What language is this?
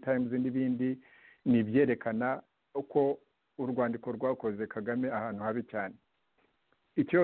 Kinyarwanda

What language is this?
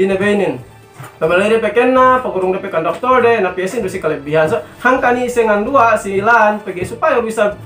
Yakan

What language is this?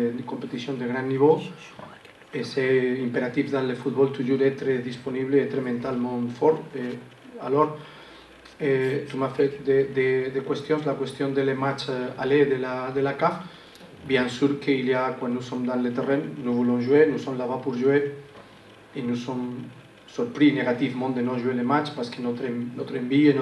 French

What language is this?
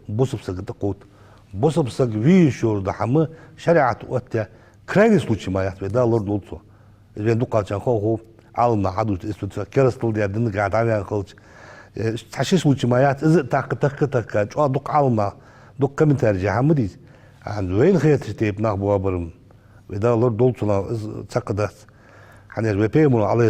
Ingush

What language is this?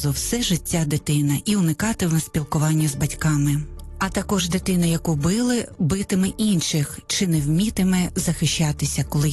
Ukrainian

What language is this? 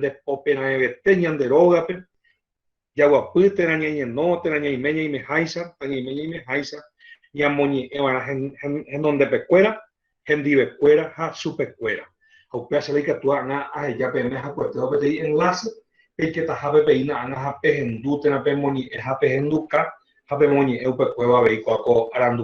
Guarani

